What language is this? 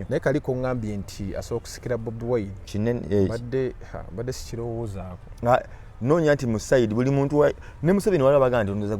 Ganda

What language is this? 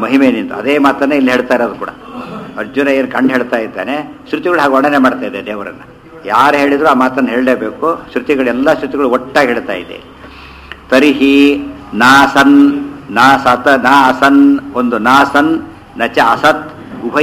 Kannada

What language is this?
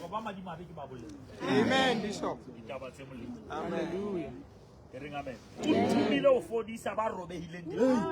Southern Sotho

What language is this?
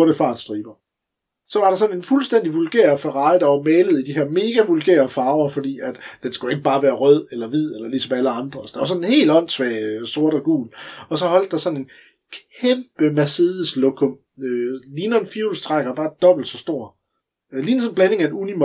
Danish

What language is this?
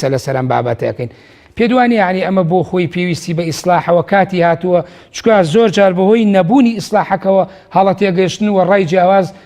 Central Kurdish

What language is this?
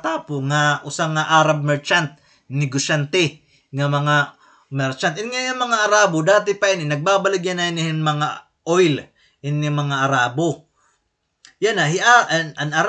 Waray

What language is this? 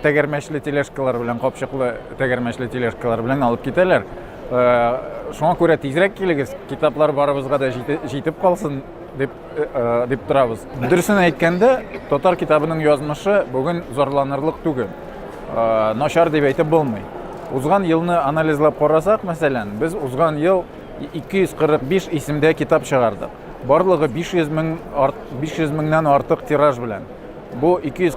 Tatar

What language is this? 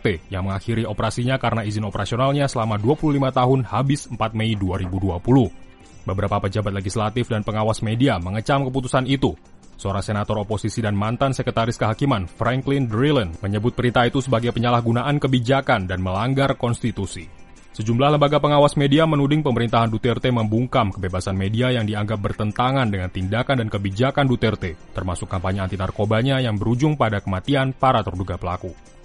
Indonesian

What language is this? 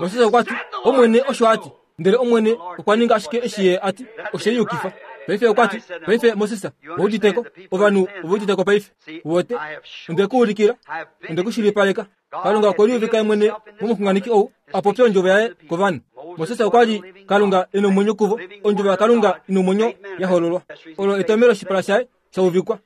Kuanyama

